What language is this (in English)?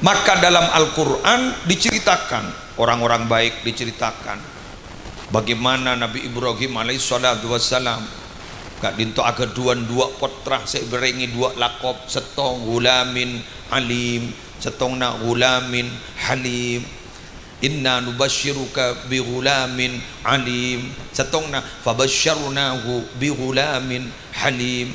Madurese